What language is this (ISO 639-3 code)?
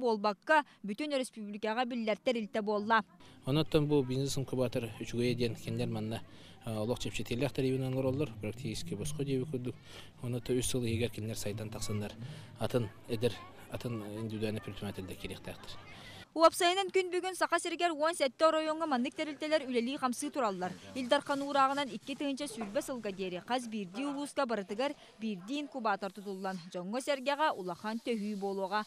sah